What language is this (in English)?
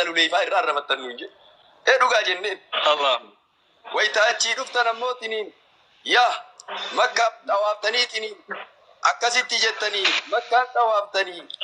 Oromo